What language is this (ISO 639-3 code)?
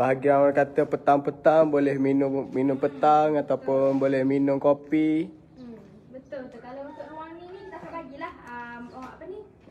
msa